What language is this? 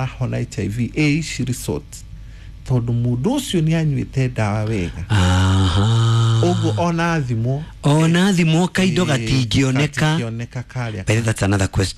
Kikuyu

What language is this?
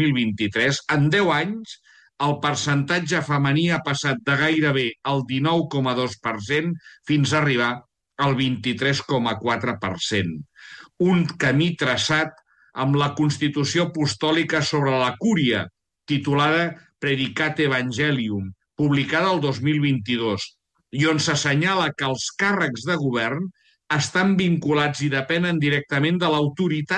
Catalan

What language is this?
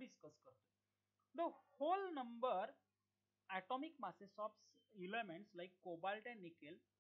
Marathi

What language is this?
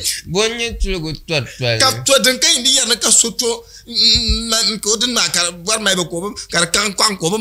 Dagbani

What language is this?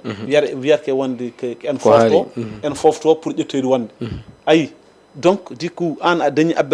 Fula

